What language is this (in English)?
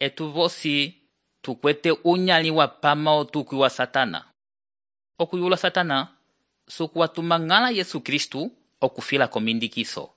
Umbundu